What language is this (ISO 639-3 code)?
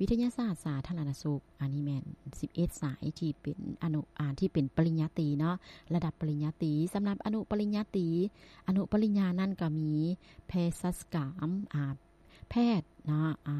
lao